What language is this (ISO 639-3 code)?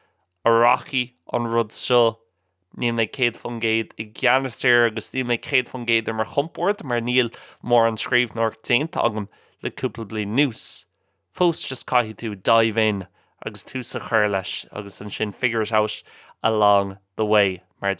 gle